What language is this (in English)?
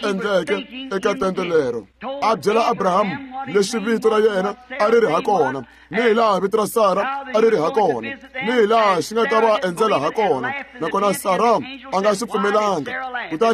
Tsonga